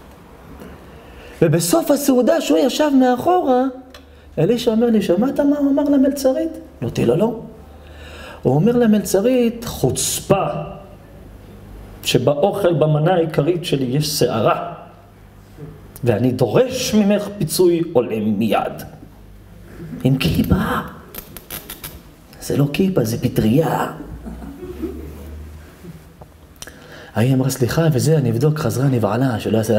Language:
Hebrew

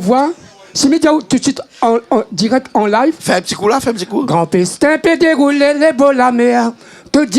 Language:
Réunion Creole French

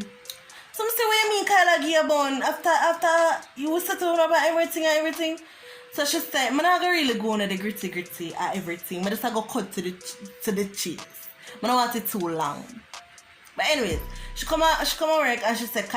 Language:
Jamaican Creole English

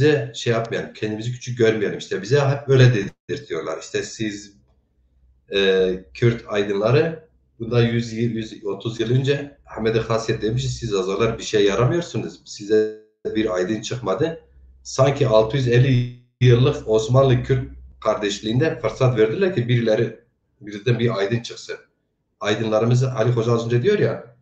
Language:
Zaza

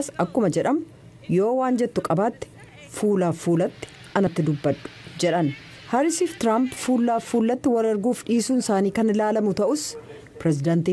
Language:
Oromo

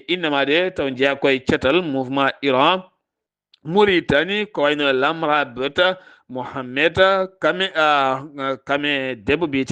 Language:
Fula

